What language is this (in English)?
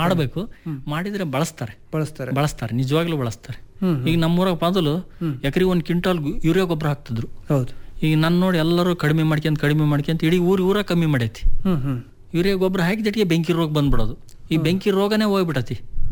Kannada